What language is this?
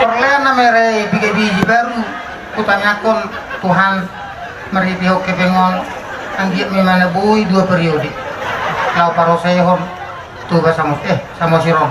Batak Toba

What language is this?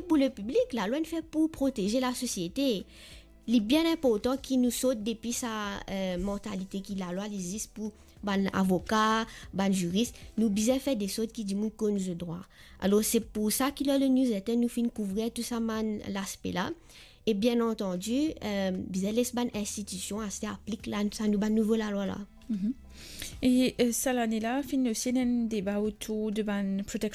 Morisyen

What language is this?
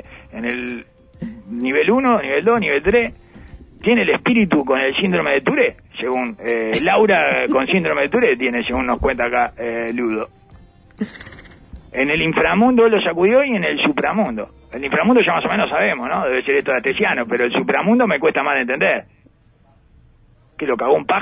Spanish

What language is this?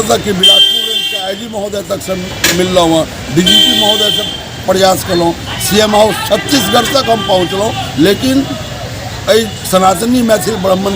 Maithili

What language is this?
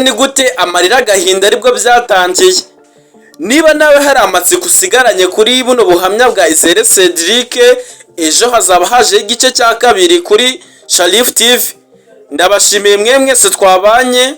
Kinyarwanda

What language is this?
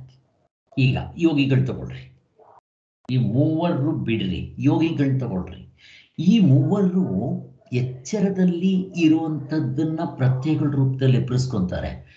Kannada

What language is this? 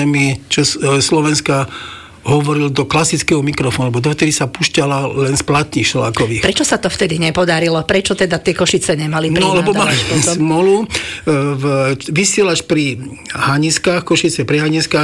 Slovak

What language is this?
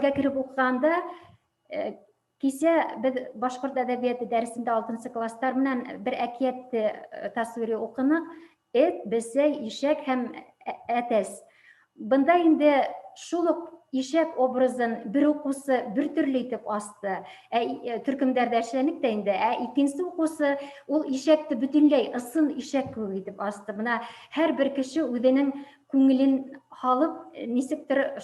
Bashkir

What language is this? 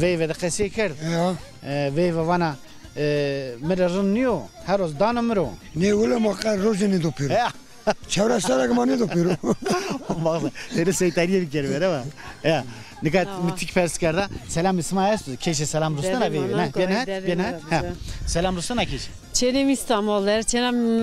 Zaza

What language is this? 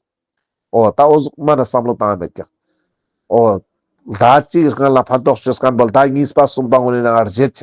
Ladakhi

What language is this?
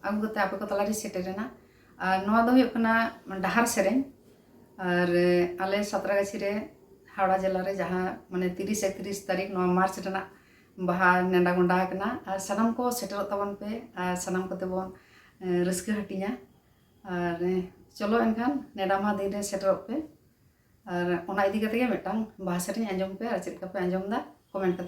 Santali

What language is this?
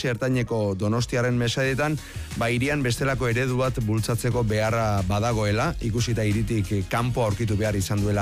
Basque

